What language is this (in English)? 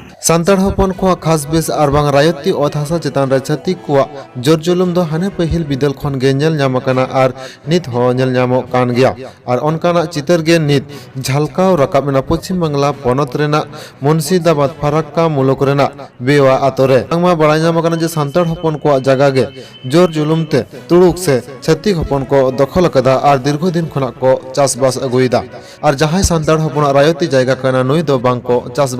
Santali